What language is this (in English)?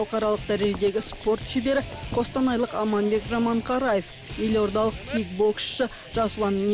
Kazakh